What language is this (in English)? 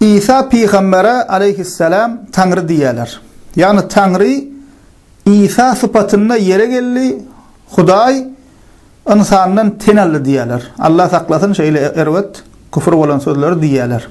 Turkmen